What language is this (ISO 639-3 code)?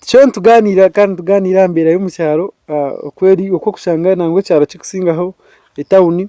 nyn